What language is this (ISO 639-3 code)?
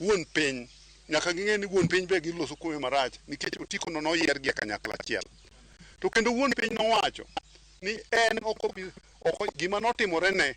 luo